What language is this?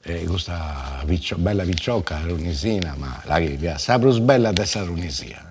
Sardinian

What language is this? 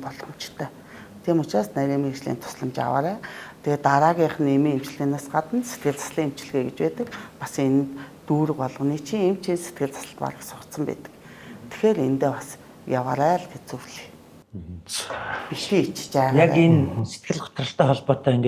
Mongolian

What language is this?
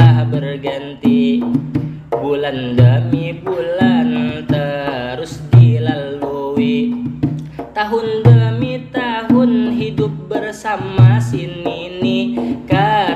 Banjar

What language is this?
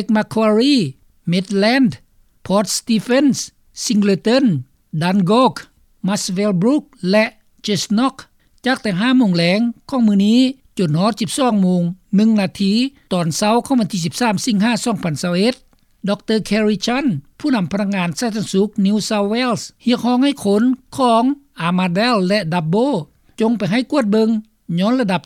Lao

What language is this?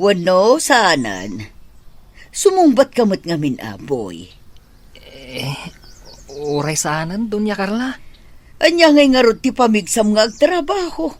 Iloko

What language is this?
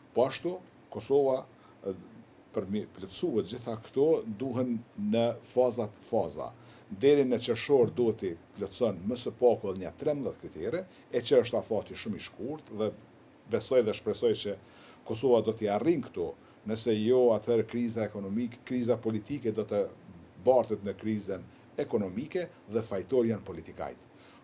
Albanian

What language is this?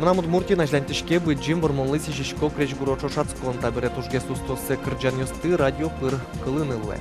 Udmurt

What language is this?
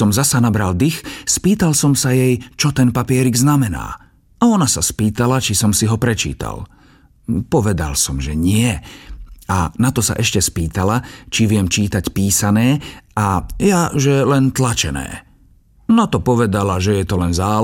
Slovak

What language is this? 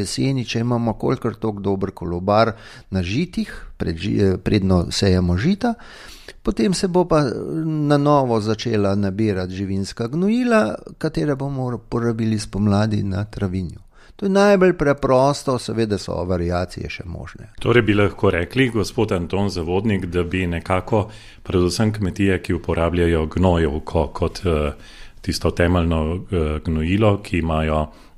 Slovenian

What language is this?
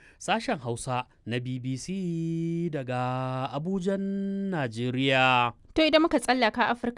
Hausa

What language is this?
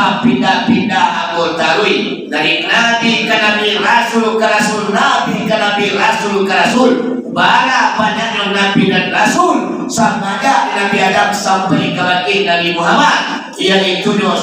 Minangkabau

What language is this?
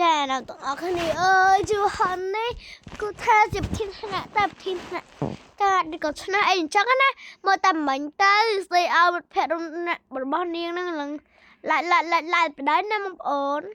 Khmer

